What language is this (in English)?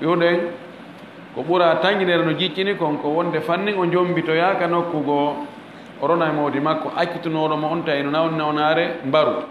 Fula